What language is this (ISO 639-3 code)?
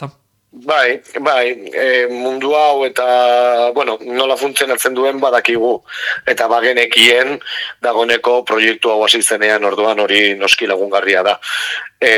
eus